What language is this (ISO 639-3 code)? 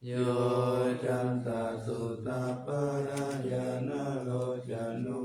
pli